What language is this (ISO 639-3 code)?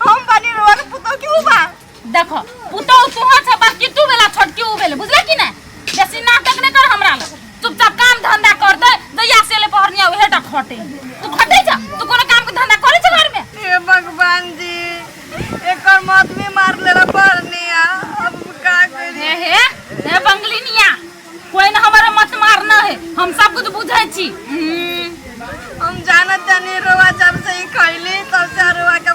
mai